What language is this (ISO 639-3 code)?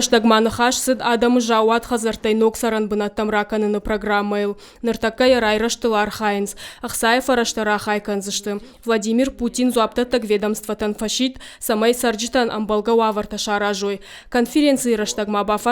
oss